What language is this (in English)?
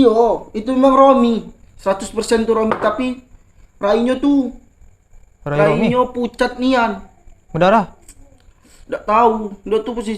Musi